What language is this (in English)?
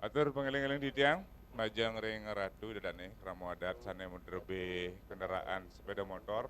Balinese